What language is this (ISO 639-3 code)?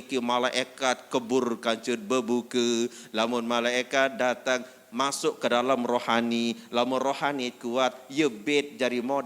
sas